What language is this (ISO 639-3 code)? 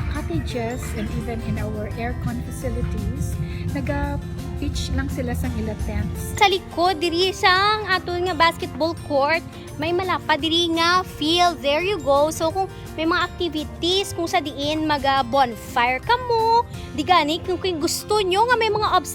hil